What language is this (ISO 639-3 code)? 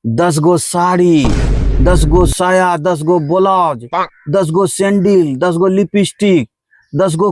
anp